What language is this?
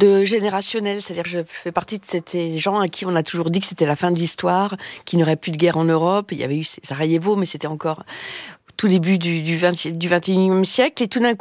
French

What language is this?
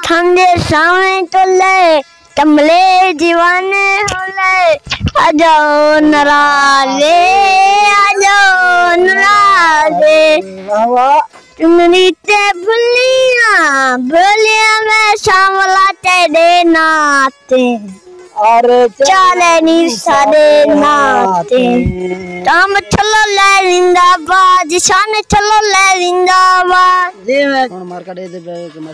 Saraiki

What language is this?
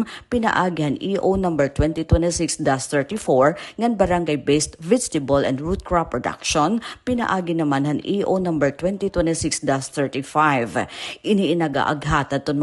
Waray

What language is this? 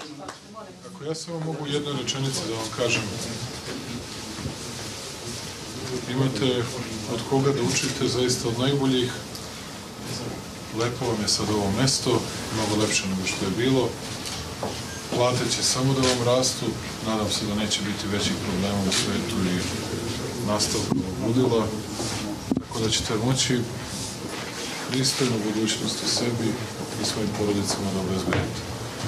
Serbian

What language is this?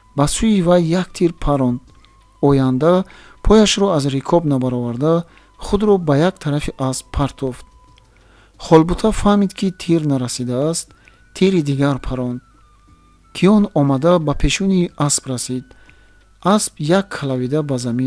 Tajik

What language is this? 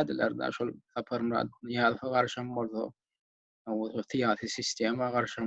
Turkmen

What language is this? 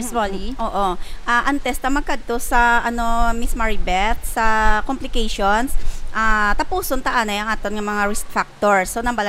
Hiligaynon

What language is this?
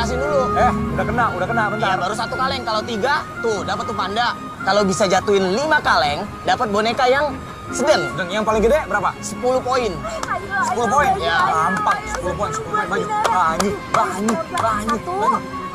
Indonesian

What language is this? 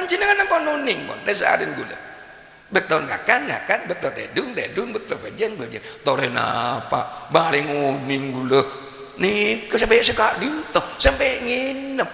Madurese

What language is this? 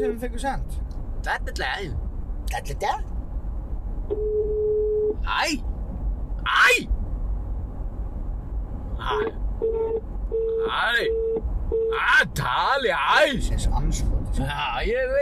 Icelandic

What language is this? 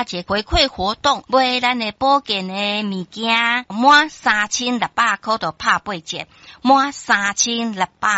Min Nan Chinese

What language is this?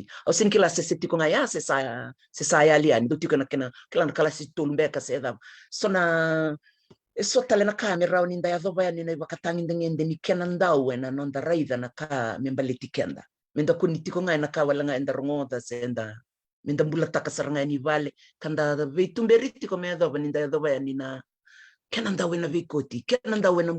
Fijian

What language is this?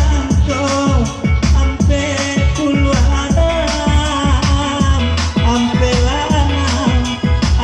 Minangkabau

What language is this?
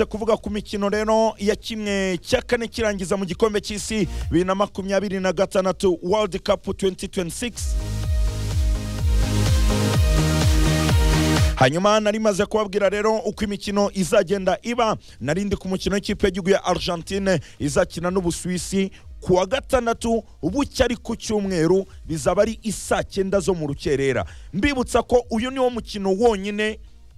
Kinyarwanda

